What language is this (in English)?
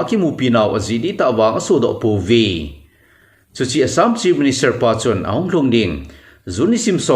Thado Chin